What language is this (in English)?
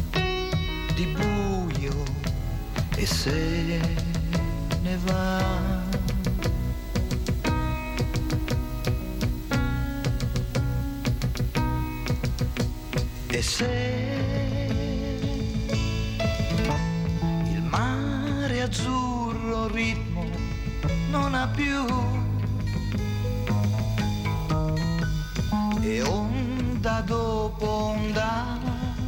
Italian